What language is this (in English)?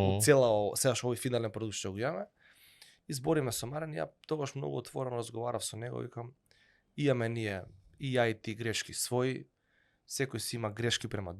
Macedonian